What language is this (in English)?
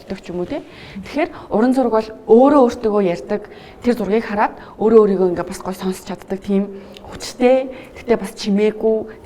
Mongolian